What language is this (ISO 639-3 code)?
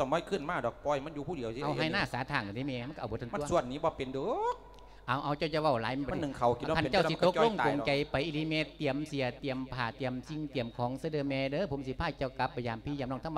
lao